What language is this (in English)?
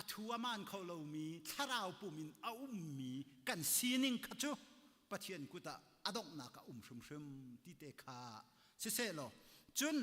Hakha Chin